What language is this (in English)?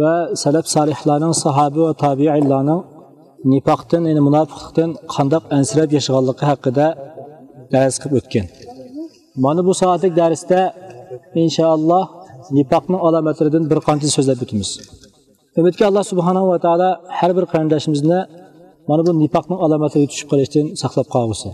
Uyghur